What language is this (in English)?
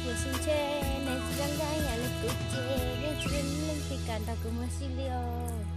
Hmong